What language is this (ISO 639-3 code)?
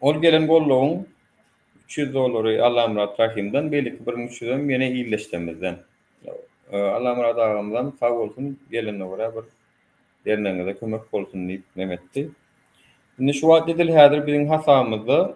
tuk